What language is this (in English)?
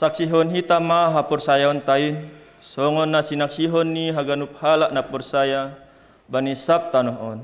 Batak Simalungun